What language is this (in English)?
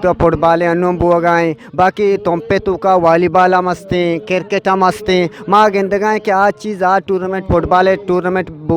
Eastern Balochi